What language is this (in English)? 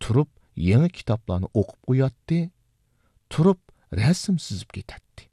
Uyghur